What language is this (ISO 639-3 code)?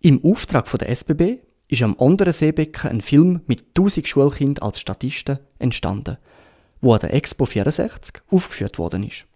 gsw